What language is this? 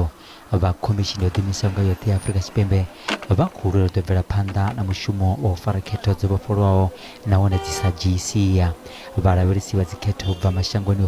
Venda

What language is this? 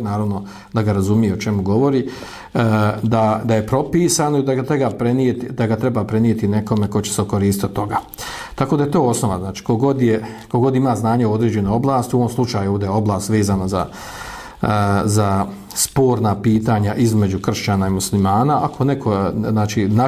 Bosnian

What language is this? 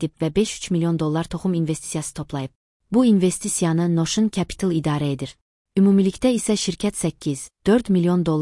Azerbaijani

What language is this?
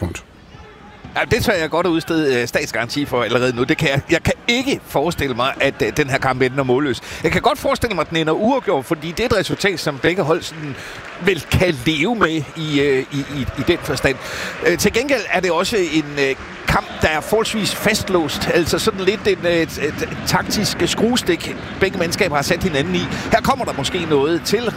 Danish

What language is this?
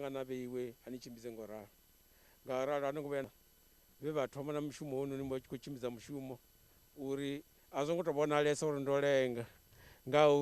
Venda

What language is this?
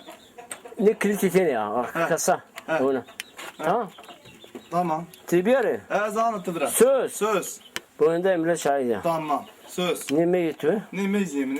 Zaza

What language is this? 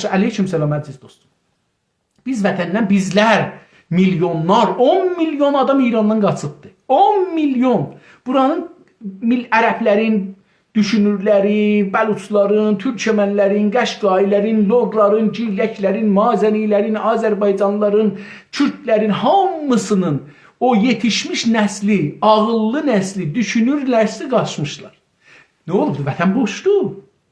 South Azerbaijani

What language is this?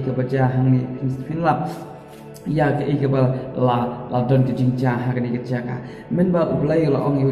Khasi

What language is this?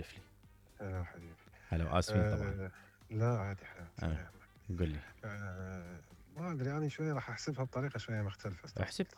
Mesopotamian Arabic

